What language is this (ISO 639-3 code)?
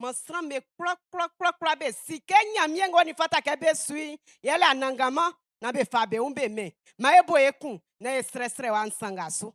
bci